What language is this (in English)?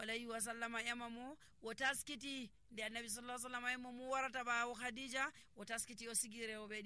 Nigerian Fulfulde